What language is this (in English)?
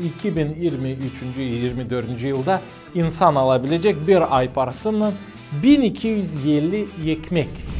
Gagauz